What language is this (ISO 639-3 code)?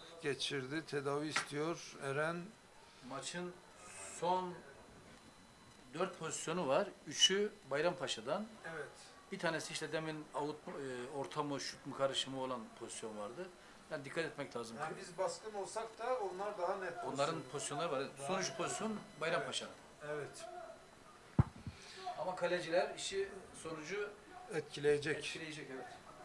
tur